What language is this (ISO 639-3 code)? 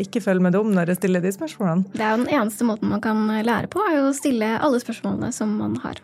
nor